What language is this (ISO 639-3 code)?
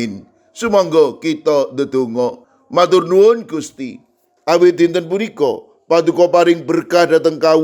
jav